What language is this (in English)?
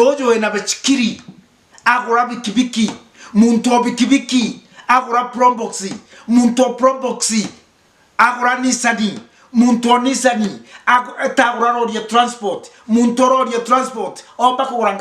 Meru